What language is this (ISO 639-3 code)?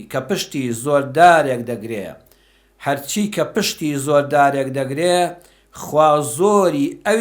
ckb